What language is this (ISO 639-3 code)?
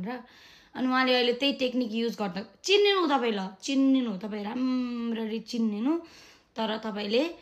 nep